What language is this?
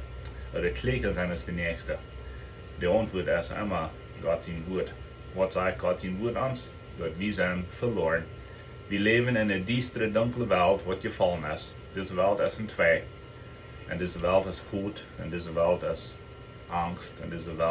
Plautdietsch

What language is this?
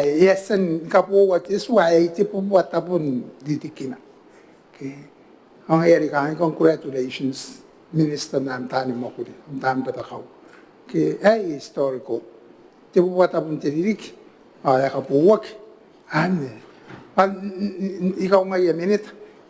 Gilbertese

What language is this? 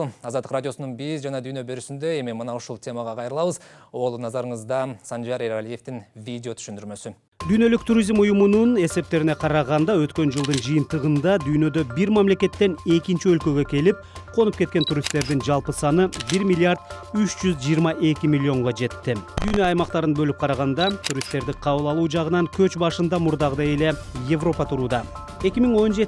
Kyrgyz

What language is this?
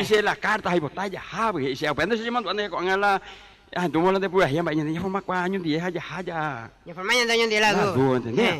Guarani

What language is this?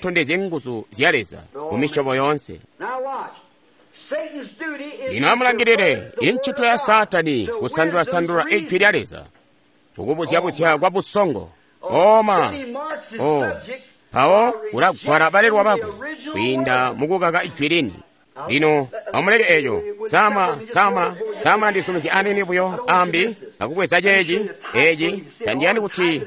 Tonga (Zambia)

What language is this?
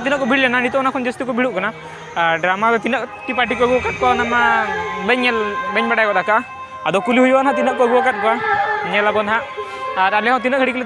Santali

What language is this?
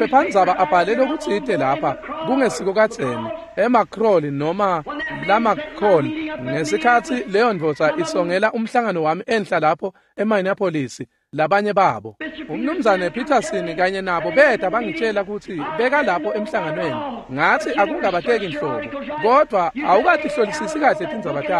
Swati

